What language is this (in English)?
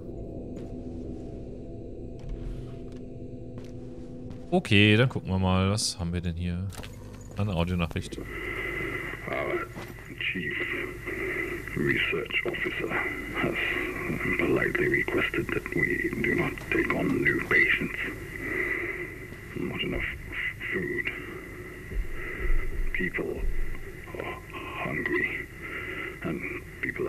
German